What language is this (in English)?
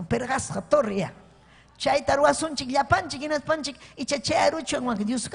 Ayacucho Quechua